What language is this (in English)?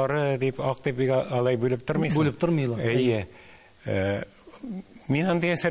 Tatar